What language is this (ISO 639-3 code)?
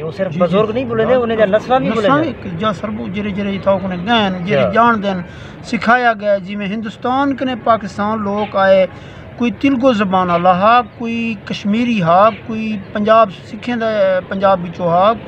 skr